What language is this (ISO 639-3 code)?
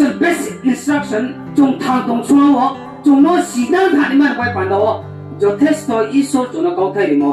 ria